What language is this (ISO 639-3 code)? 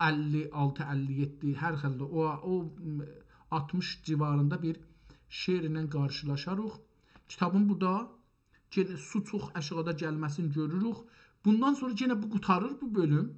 azb